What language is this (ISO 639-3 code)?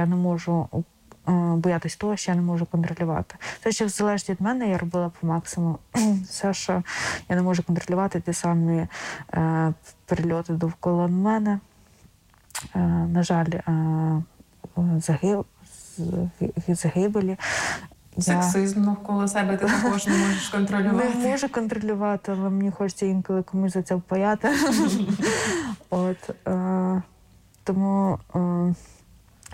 ukr